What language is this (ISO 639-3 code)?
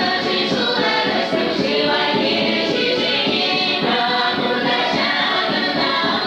chv